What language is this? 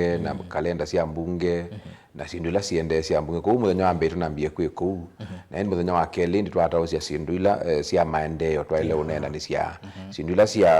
Kamba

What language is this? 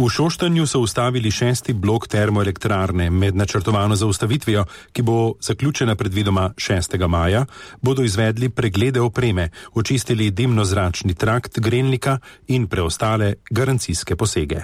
Slovenian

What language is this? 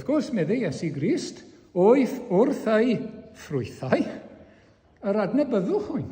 Welsh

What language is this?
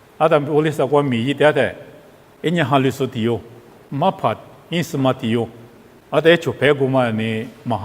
Lisu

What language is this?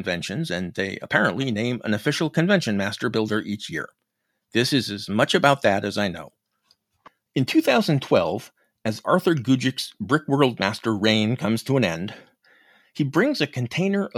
English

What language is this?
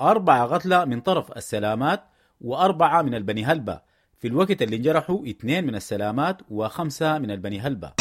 Sudanese Arabic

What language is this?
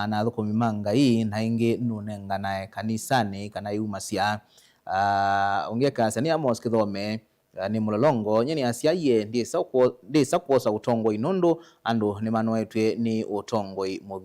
Kamba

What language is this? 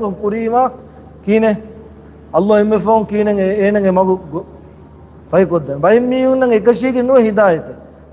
Divehi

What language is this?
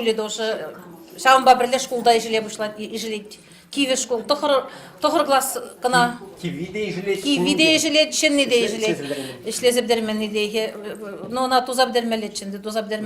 Chuvash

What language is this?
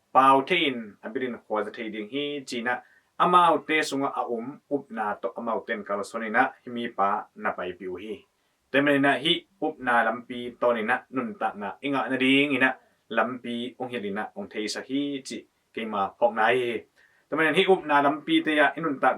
Tedim Chin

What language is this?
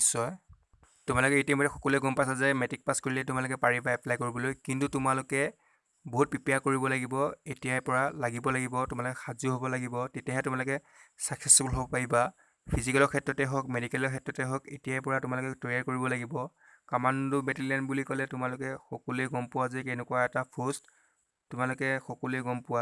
Assamese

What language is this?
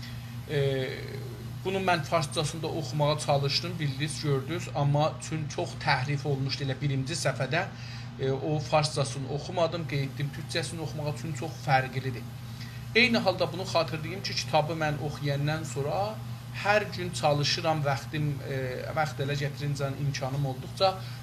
South Azerbaijani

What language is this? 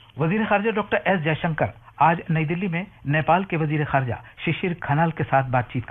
Urdu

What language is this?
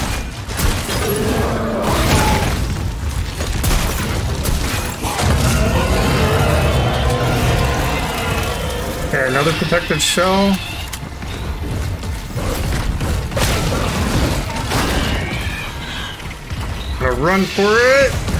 English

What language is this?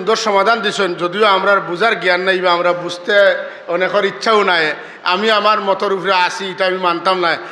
Sylheti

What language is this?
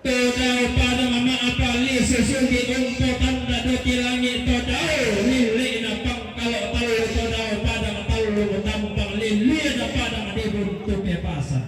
Toraja-Sa'dan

